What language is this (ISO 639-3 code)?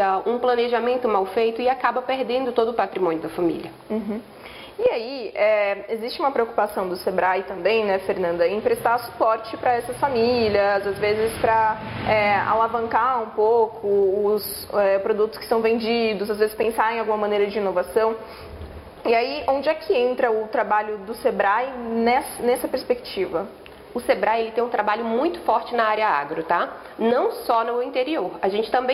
por